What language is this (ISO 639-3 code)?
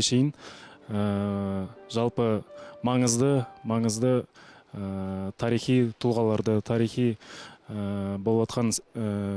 kaz